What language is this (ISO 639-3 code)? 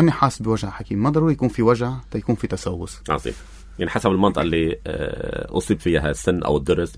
apc